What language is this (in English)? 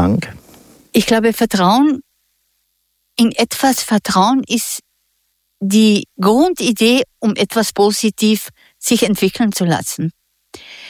German